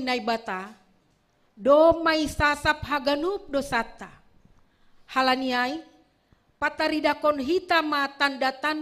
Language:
Batak Simalungun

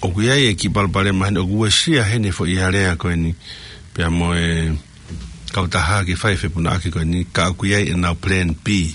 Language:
Tongan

